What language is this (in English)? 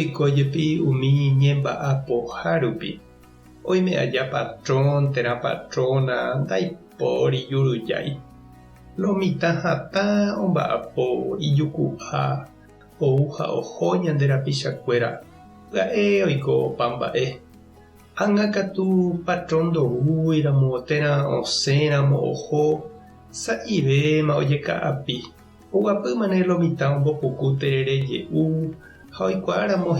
Guarani